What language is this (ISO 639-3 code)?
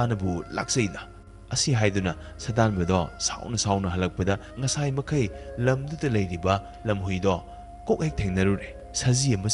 mni